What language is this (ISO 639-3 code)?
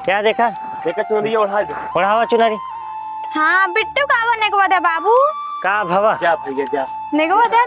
awa